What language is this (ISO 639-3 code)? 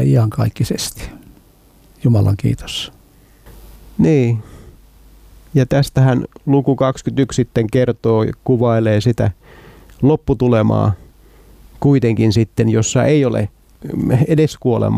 fin